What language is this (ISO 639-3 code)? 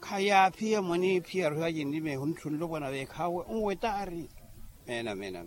vmw